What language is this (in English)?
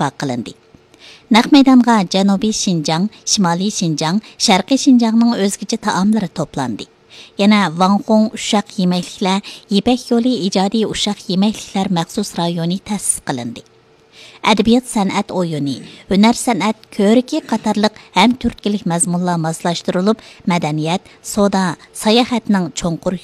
Uyghur